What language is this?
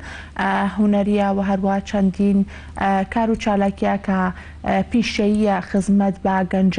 Central Kurdish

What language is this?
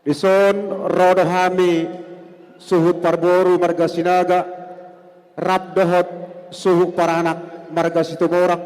Batak Toba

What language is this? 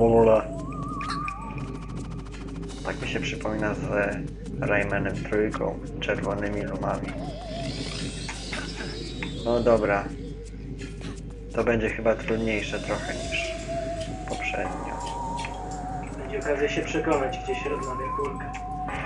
Polish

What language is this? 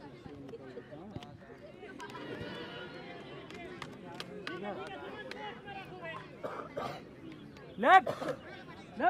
Hindi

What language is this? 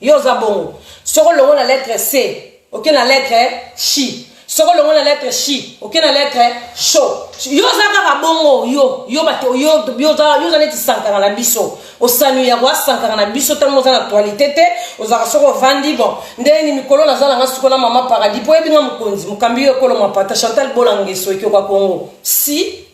Lingala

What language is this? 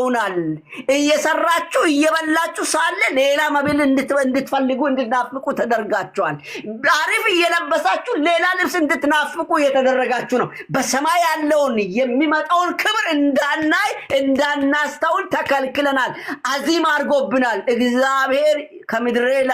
Amharic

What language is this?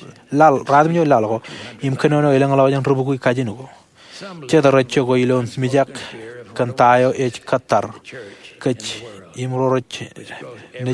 Marshallese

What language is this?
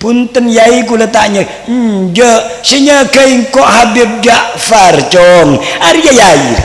Madurese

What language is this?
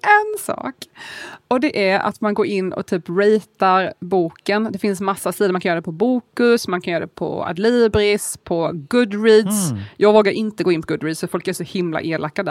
Swedish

